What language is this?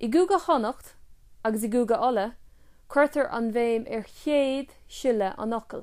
Irish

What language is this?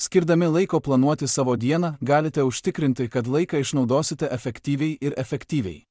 Lithuanian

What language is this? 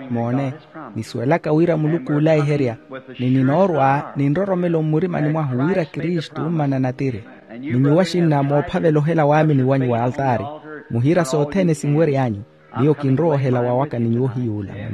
Makhuwa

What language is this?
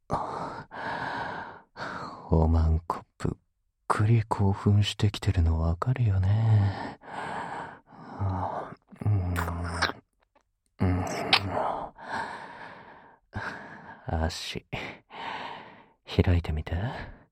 Japanese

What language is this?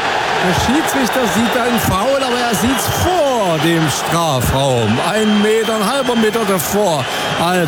German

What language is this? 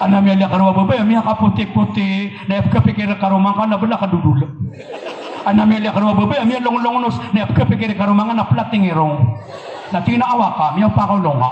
Maranao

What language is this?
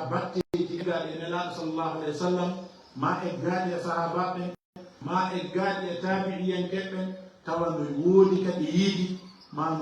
Fula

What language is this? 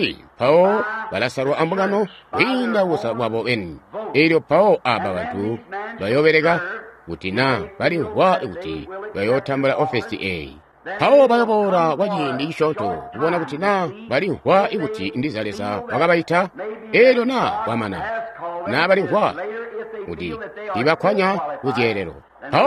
Tonga (Zambia)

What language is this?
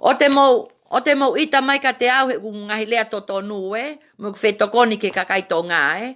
Tongan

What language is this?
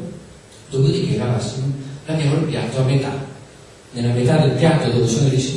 Italian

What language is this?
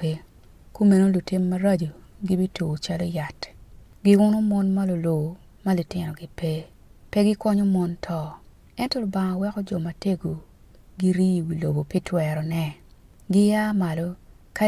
Acoli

